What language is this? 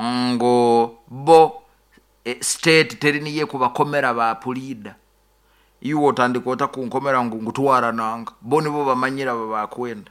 Nyoro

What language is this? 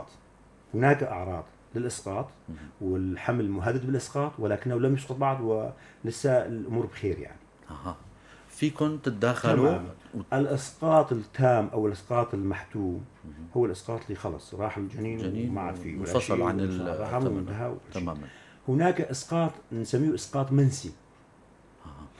North Levantine Arabic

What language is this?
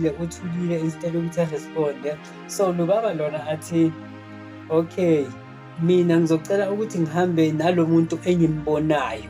Zulu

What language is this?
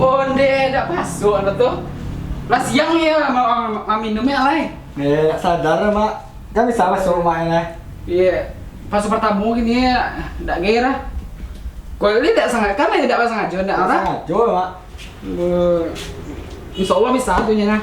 Minangkabau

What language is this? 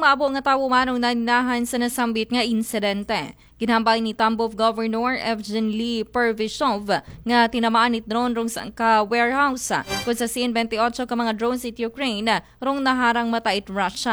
Aklanon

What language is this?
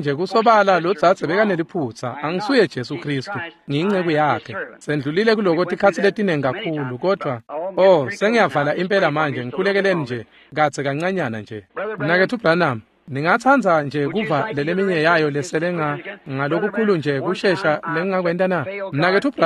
Swati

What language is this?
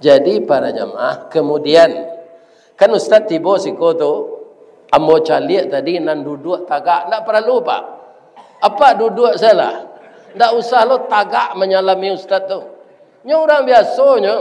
Minangkabau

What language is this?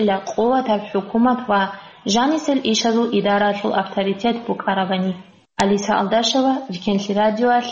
Avaric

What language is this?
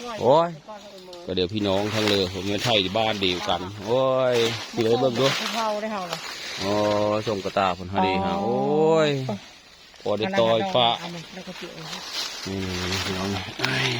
Northeastern Thai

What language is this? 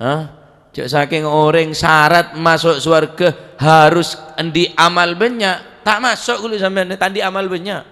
Madurese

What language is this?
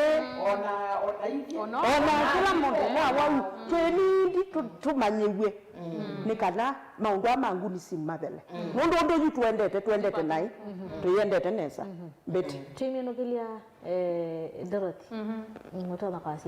Kamba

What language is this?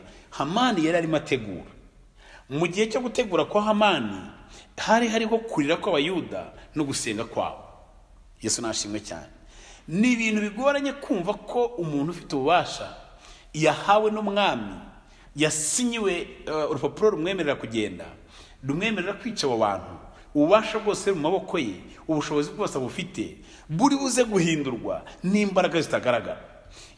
Kinyarwanda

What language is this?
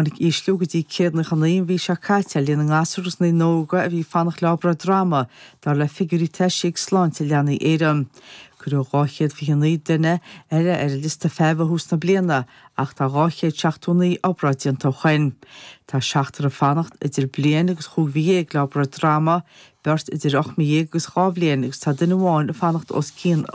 Irish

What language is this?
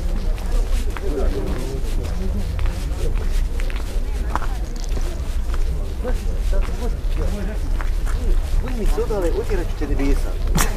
Bosnian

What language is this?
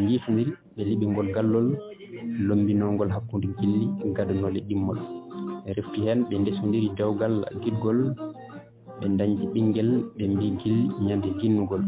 Fula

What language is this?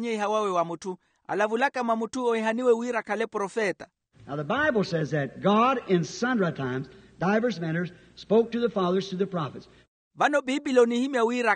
Makhuwa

